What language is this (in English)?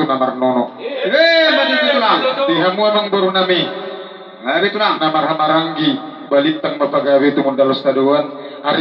Batak Toba